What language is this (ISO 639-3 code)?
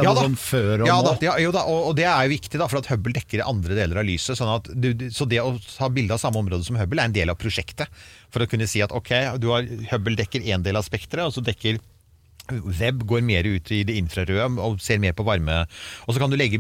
nor